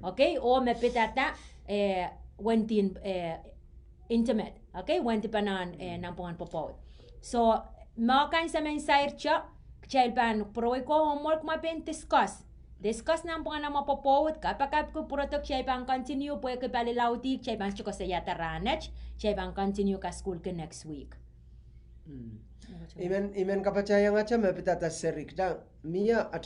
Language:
Pohnpeian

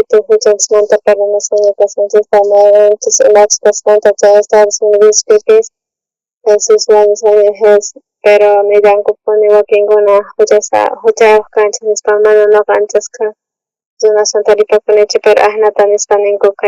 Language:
South Bolivian Quechua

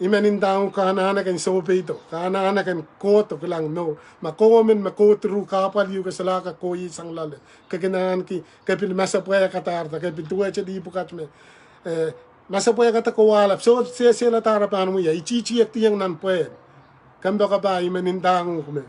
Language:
Pohnpeian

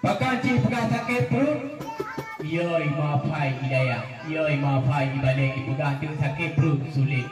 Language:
Achinese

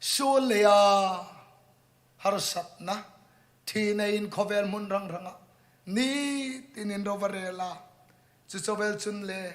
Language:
Hmar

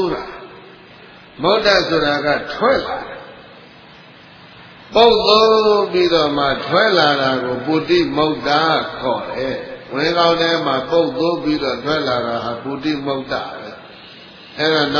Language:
Burmese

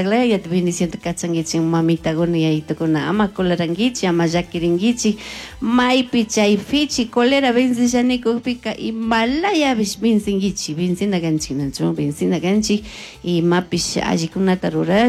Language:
Chimborazo Highland Quichua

